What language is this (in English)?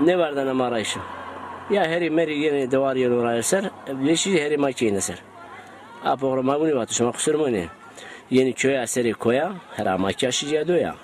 Zaza